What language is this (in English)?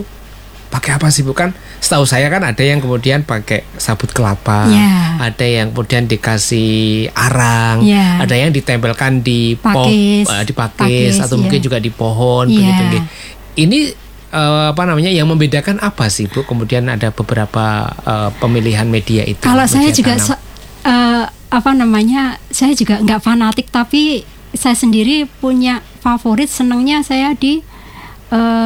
Indonesian